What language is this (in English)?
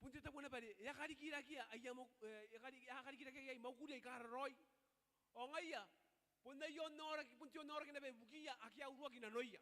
Gilbertese